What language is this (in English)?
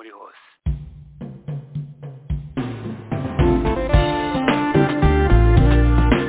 Kinyarwanda